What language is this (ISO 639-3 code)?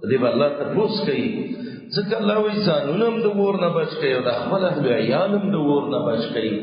pus